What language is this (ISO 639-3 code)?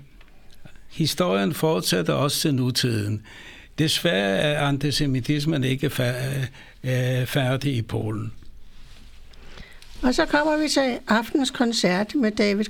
dan